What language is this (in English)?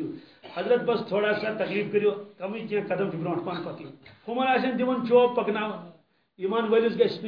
Kashmiri